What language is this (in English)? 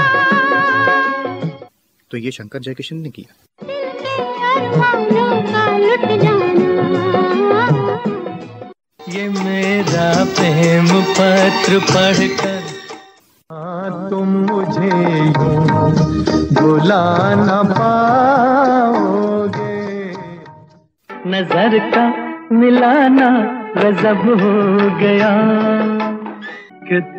Hindi